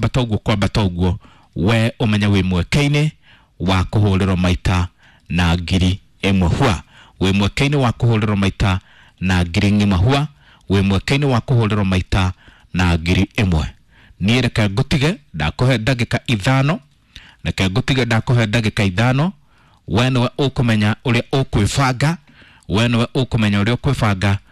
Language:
Kikuyu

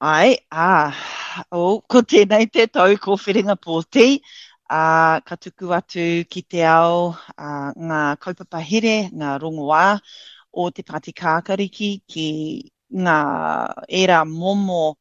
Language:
Māori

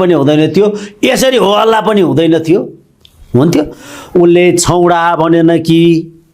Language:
Nepali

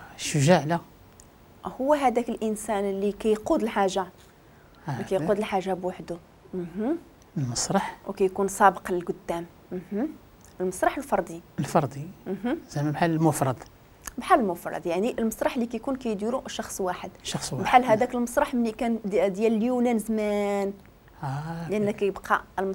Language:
Moroccan Arabic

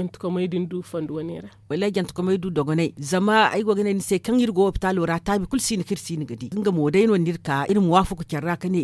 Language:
Zarma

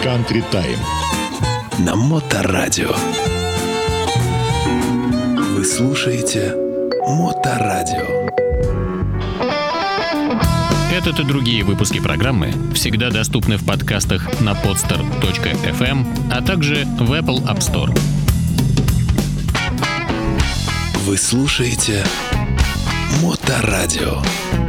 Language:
Russian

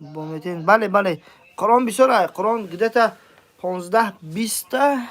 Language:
Tajik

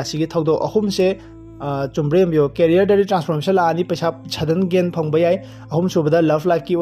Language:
Manipuri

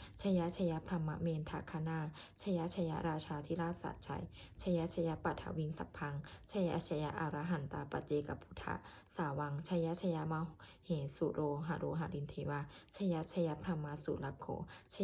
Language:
Pali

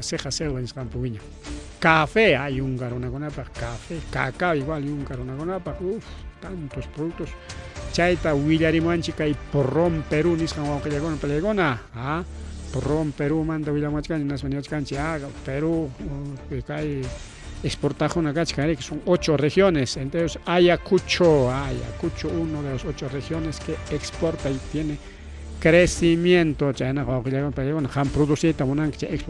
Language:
Ayacucho Quechua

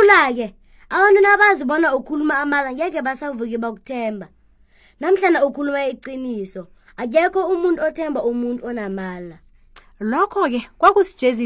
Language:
South Ndebele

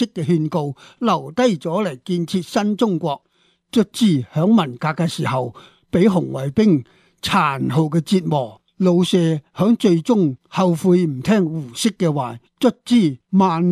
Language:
Cantonese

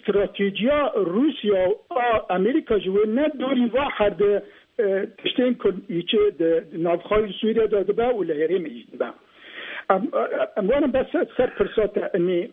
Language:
Kurdish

